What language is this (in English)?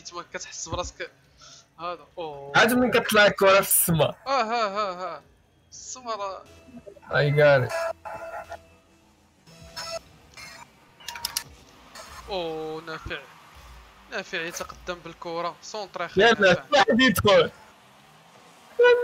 Moroccan Arabic